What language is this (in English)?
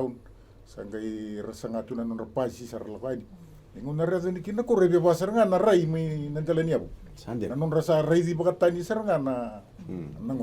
Fijian